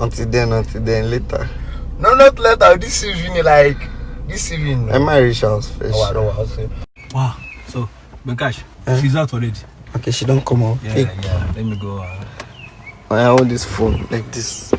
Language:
Nigerian Pidgin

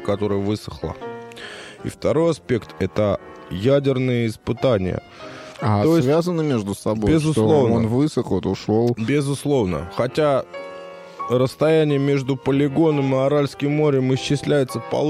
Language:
Russian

